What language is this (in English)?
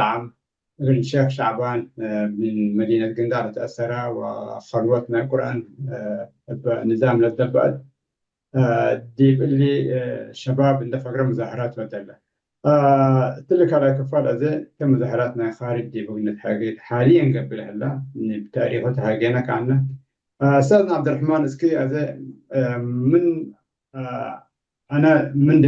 Tigre